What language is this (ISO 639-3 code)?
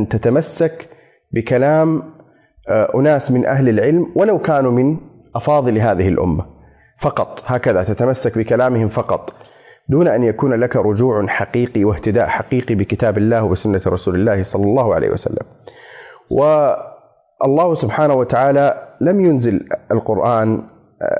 ara